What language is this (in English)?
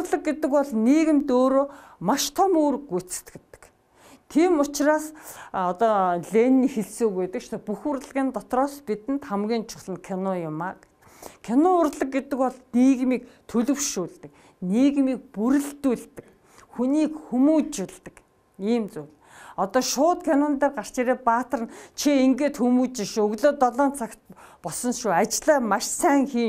Mongolian